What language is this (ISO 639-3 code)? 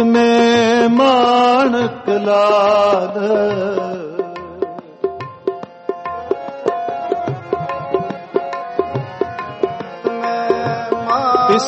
pan